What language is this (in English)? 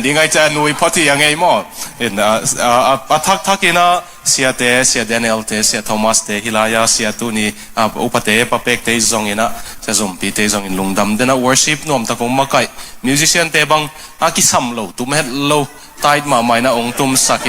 Tedim Chin